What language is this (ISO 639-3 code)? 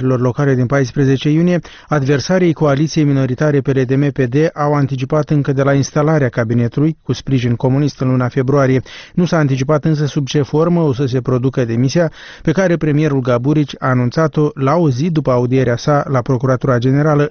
ron